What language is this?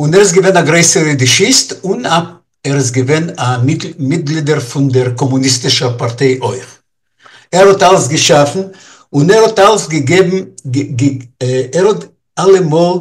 Yiddish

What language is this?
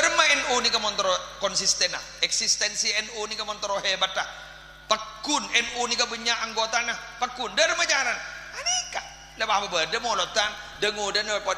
Madurese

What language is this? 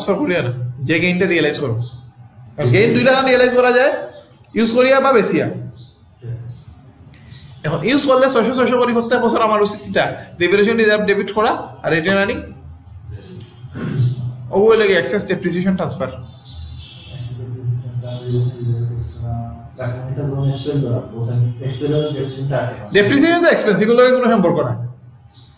Sylheti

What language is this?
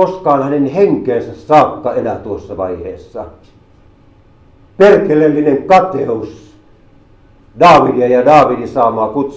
Finnish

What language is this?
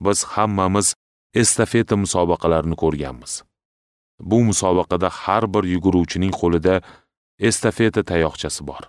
Uzbek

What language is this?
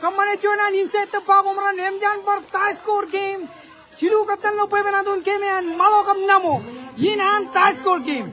Marshallese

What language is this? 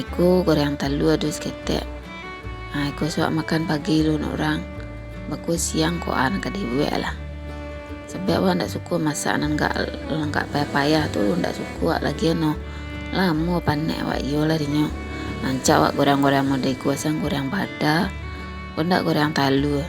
Minangkabau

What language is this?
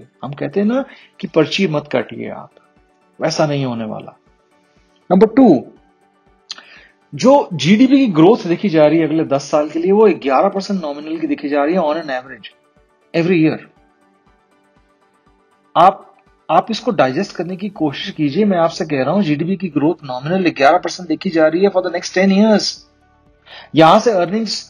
Hindi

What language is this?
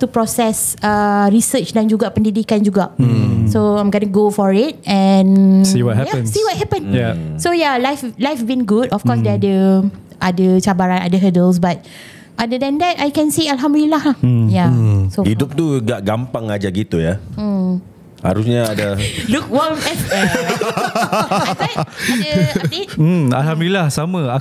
Malay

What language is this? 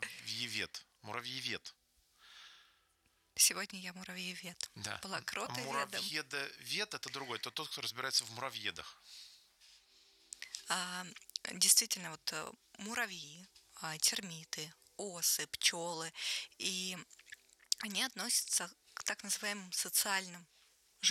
Russian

